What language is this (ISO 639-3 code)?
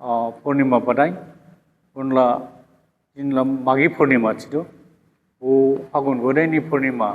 dis